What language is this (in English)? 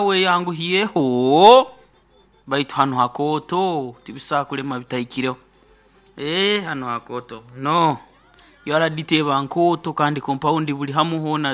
Nyoro